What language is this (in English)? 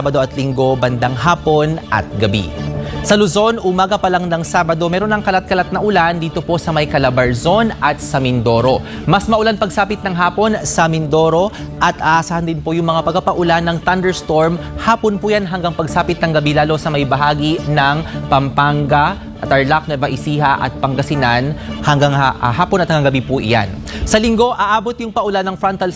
Filipino